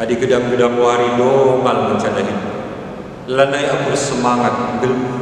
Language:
Batak Karo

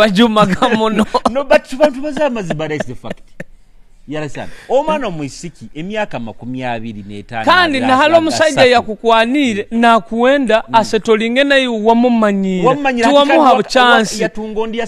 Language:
Nyoro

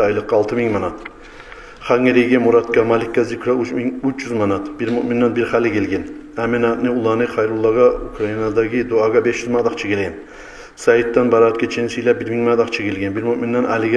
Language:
Kumyk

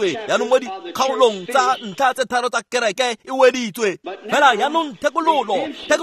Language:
Tswana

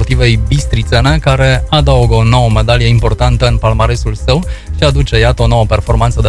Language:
Romanian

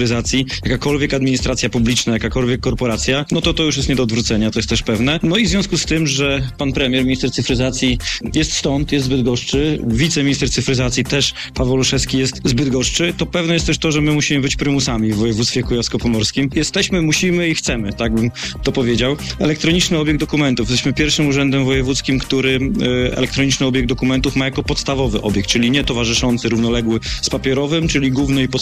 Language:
Polish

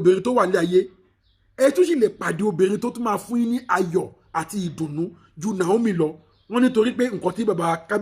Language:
Yoruba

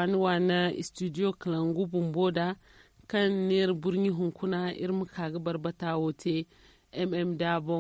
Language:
Zarma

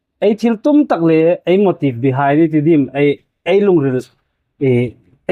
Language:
Hmar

